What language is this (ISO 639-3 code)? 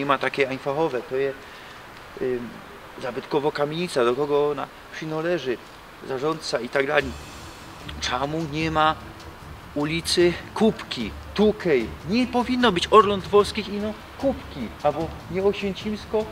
szl